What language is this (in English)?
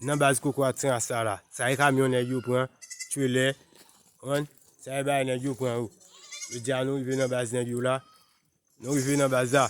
Haitian Creole